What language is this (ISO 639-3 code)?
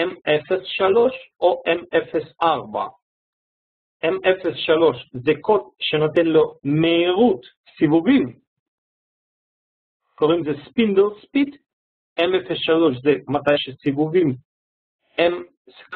heb